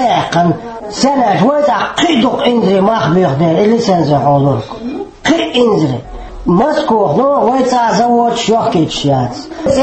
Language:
Chechen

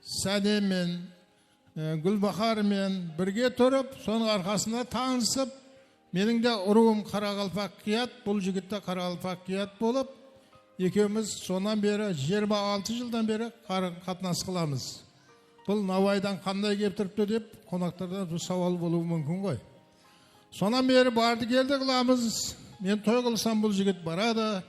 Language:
Kara-Kalpak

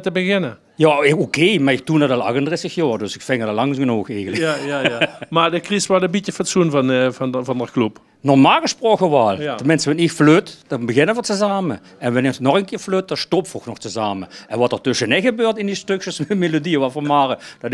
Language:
Limburgish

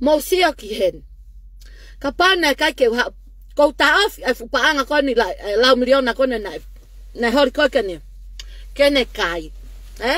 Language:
Tongan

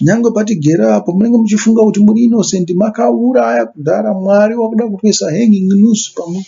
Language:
Shona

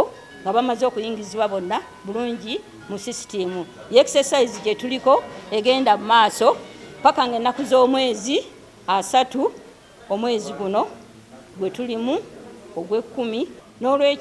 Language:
Ganda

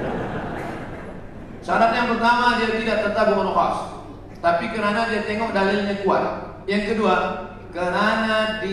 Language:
Malay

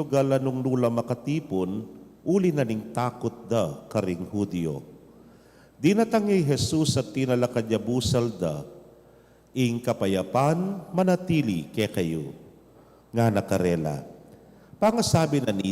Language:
Pampanga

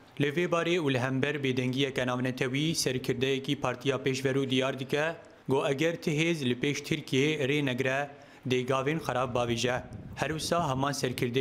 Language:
Kurdish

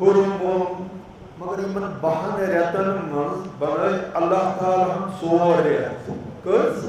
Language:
Kashmiri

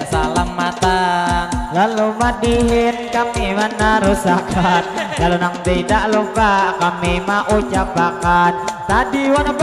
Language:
Banjar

